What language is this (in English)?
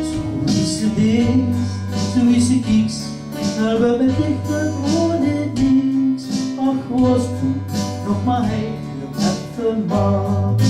Limburgish